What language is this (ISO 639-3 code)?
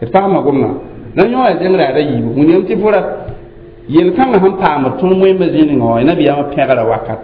mos